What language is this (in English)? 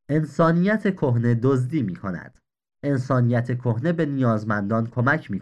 Persian